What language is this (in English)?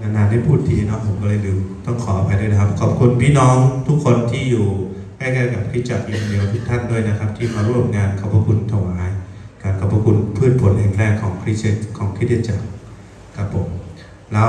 Lahu